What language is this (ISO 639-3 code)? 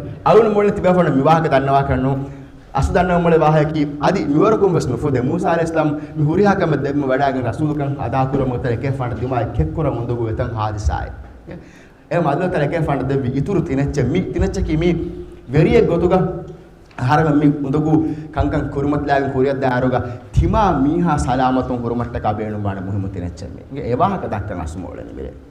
div